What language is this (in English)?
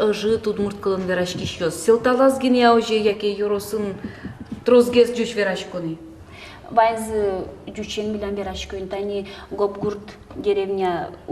Udmurt